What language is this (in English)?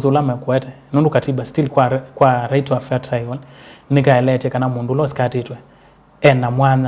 Kamba